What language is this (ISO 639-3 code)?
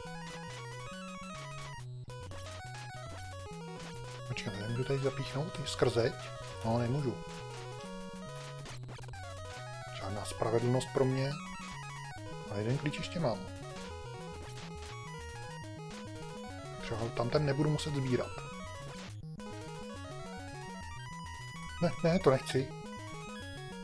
ces